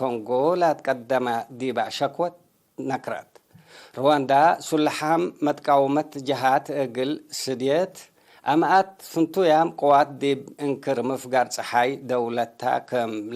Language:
Tigre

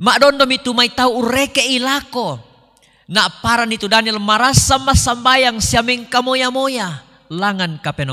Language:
Toraja-Sa'dan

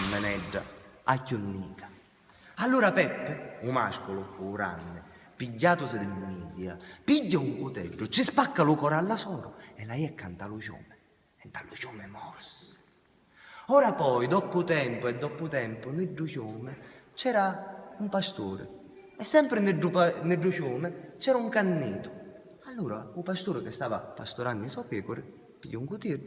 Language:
Sicilian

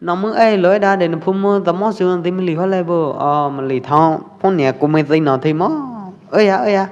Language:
Pwo Eastern Karen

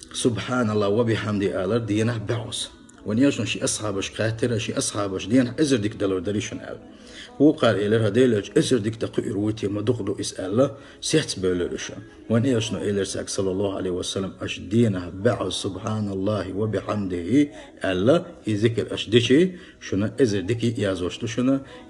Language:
Chechen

